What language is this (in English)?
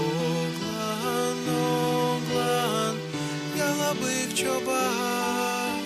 Gagauz